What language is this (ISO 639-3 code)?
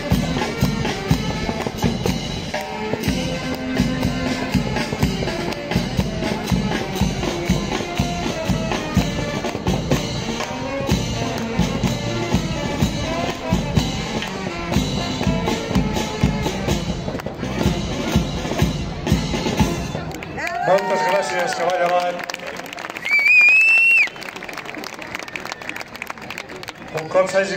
cat